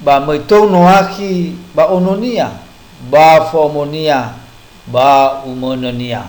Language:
Nias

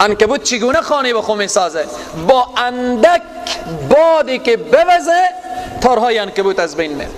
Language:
Persian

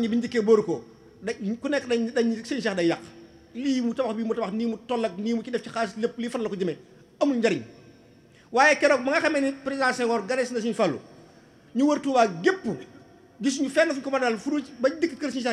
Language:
Wolof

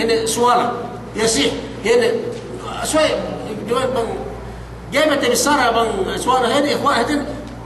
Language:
Yakan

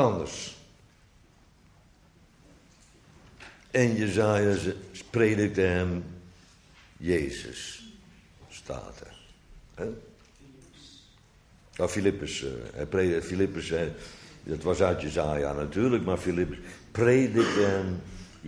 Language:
Dutch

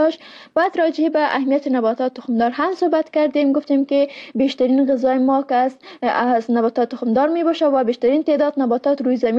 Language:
Persian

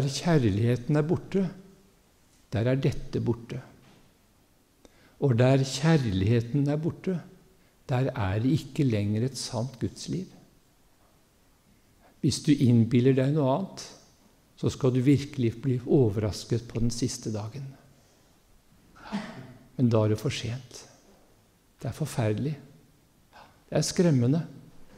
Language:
Norwegian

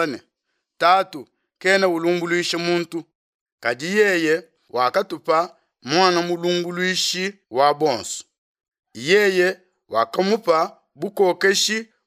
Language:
Luba-Lulua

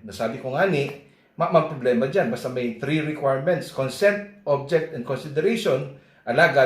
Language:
Bikol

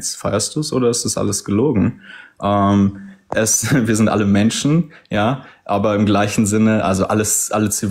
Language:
German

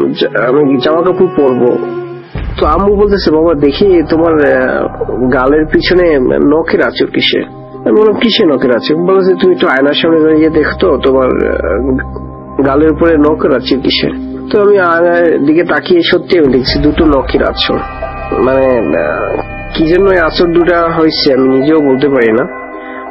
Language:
Bangla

